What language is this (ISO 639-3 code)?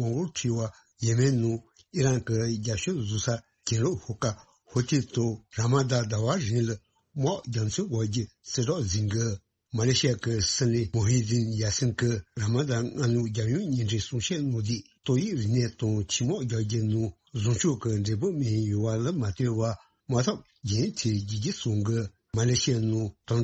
bod